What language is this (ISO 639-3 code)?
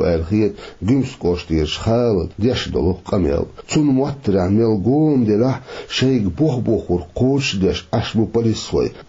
che